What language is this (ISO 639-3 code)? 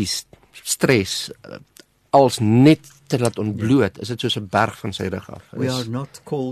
afr